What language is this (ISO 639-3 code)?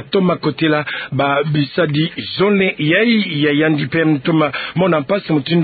ktu